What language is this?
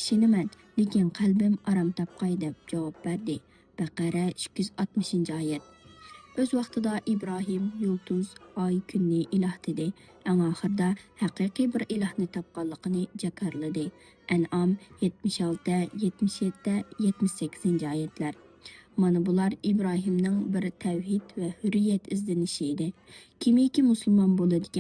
Uyghur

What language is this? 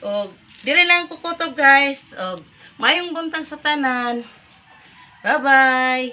Cebuano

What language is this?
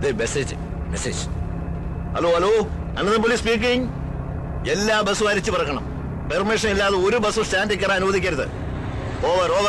Malayalam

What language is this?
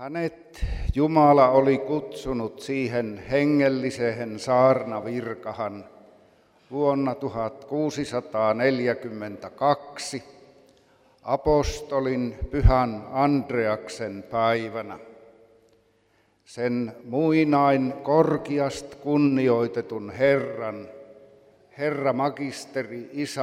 Finnish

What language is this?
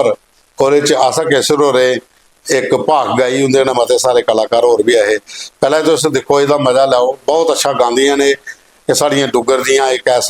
Dogri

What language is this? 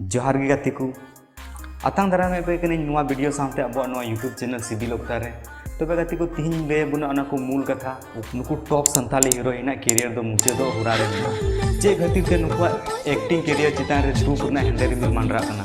Santali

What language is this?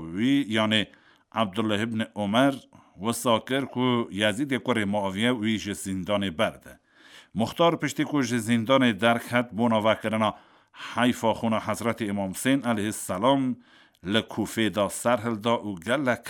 Kurdish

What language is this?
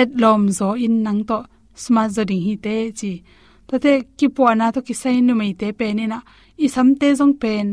Tedim Chin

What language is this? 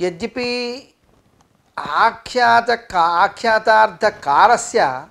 Sanskrit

